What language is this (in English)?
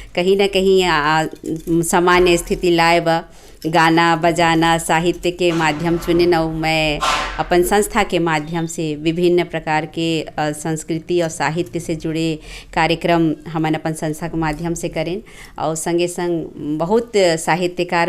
Chhattisgarhi